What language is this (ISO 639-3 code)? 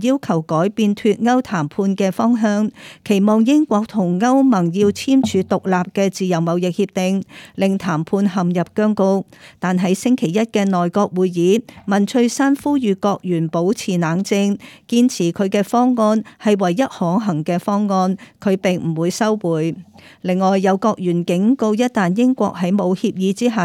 yue